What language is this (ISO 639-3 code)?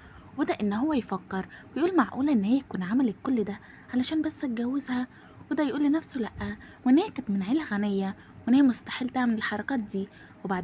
arz